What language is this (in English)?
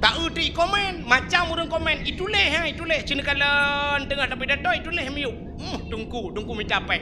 Achinese